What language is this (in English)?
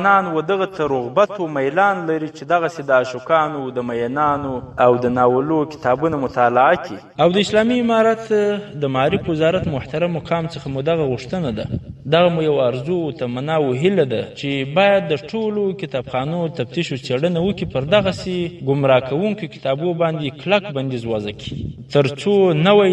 Pashto